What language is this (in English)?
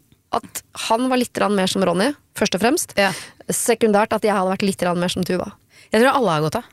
Norwegian